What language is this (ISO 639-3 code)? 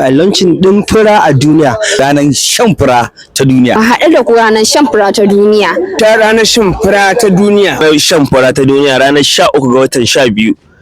hau